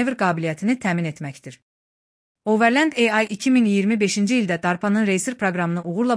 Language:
Azerbaijani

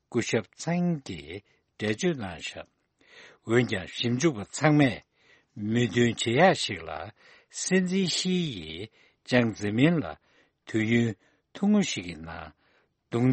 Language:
Tibetan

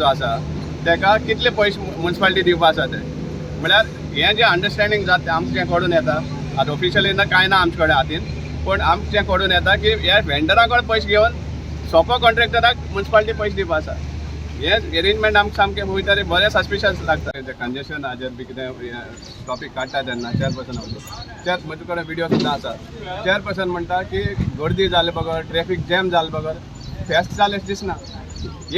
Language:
Konkani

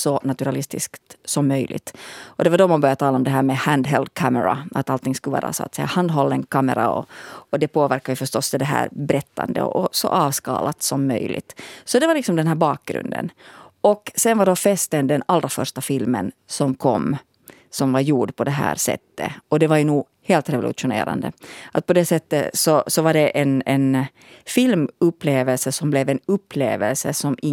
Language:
Swedish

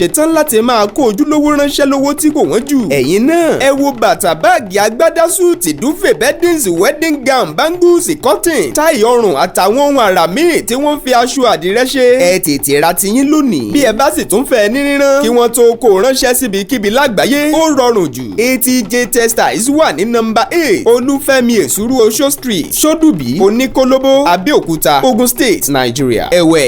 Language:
Yoruba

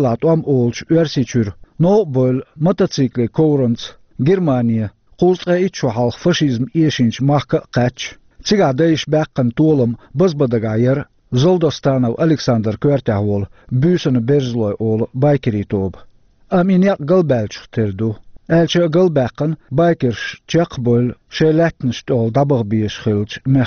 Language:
Chechen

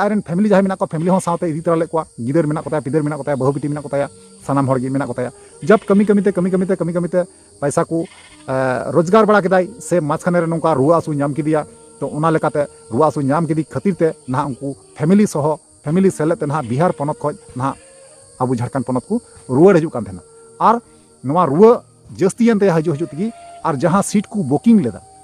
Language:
Santali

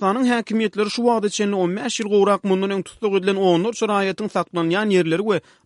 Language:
Turkmen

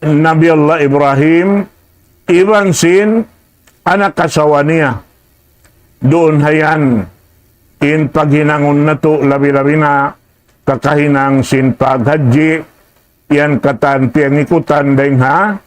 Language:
Tausug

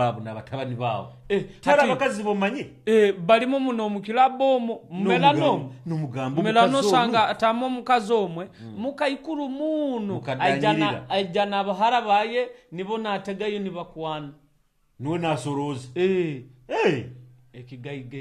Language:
Nyoro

